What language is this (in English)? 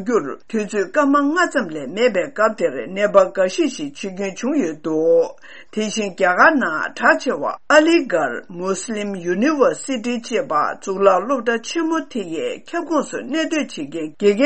Tibetan